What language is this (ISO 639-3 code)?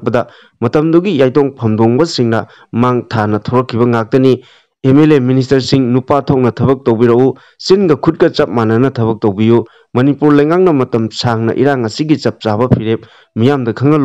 mni